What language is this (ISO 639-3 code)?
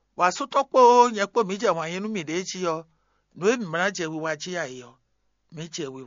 fon